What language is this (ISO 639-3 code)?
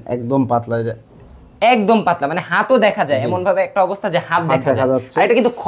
ben